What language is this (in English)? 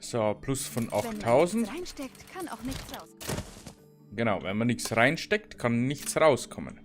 Bavarian